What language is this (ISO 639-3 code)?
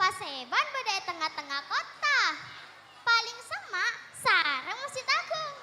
mad